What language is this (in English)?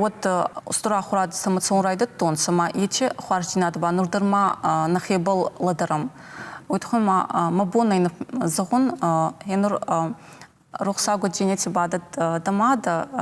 Ossetic